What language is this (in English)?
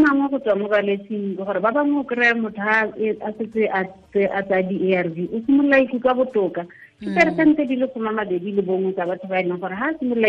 Tswana